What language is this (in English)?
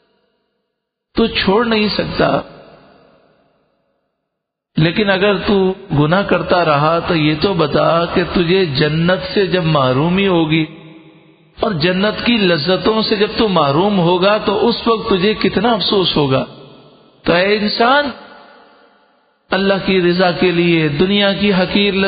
Urdu